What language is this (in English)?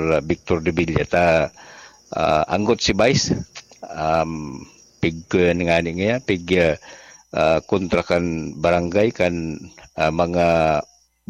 Bikol